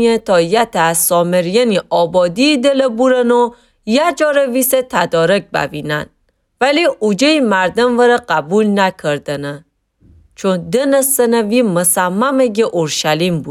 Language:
Gilaki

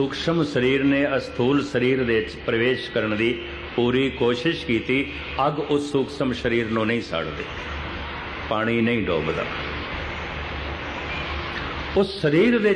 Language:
Punjabi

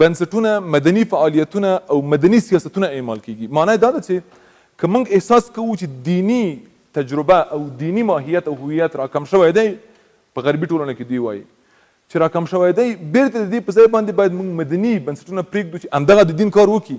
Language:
Pashto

